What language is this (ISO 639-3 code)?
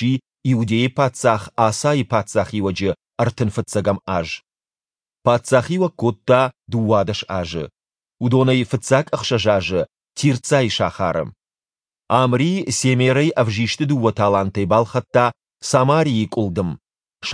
oss